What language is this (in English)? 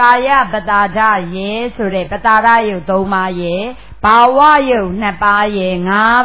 Burmese